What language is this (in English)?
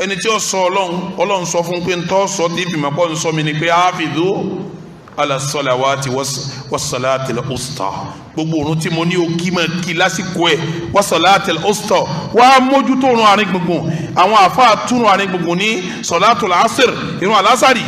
Yoruba